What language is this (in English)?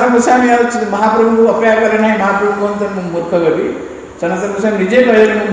Odia